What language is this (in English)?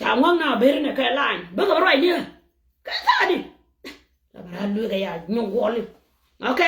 Nuer